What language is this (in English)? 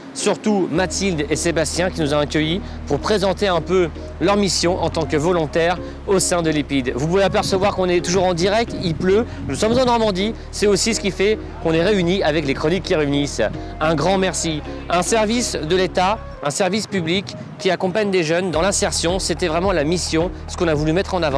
French